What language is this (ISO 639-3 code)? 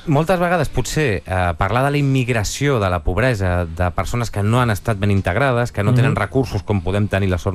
cat